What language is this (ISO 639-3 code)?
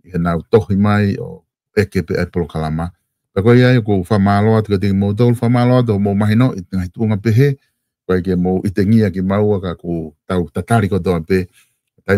ton